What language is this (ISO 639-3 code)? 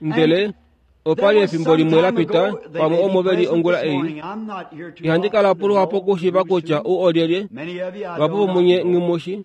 kua